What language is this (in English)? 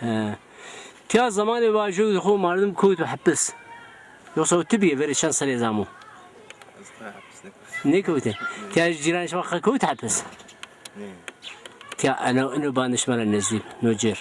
Zaza